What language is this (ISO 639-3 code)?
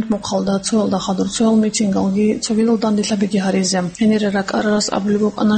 ava